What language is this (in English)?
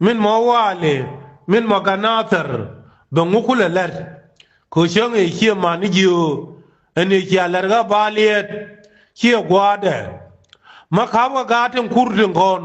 Nuer